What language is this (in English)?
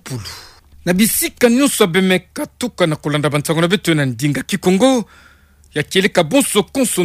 Kituba (Democratic Republic of Congo)